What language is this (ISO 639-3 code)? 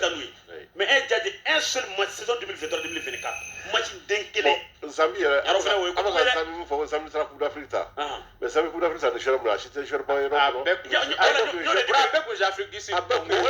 bam